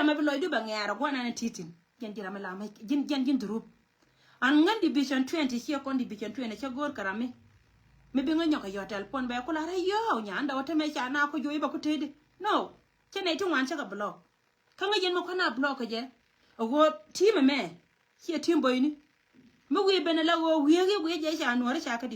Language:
Nuer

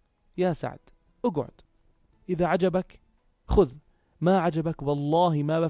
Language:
North Levantine Arabic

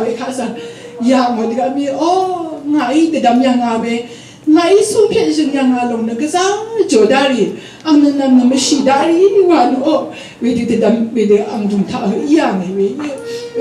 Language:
Rawang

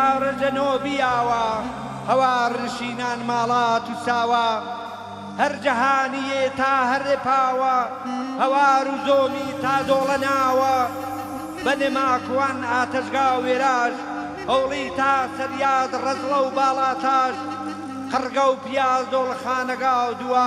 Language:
Gurani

